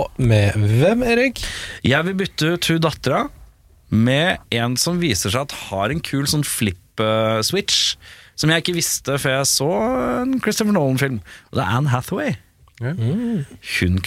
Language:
Norwegian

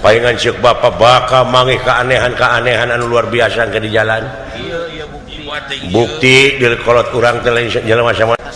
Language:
Sundanese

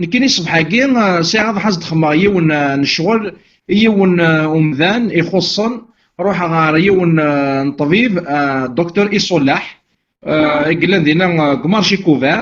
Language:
Kabyle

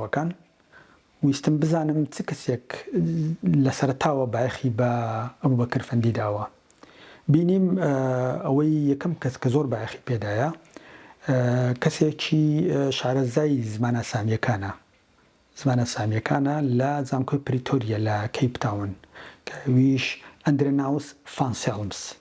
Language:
Central Kurdish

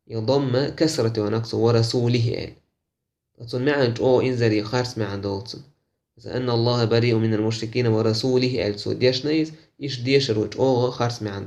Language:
Chechen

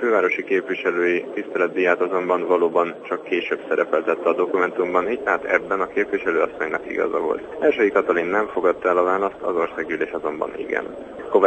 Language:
Hungarian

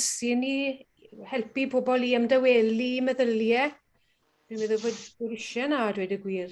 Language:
Welsh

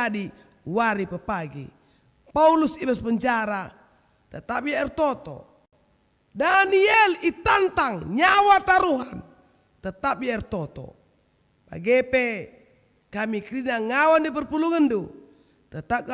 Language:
Batak Karo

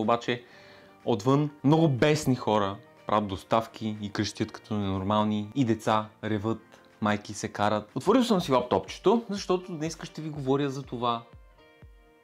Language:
Bulgarian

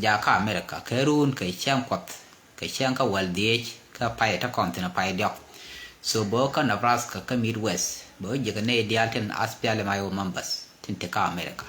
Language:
Nuer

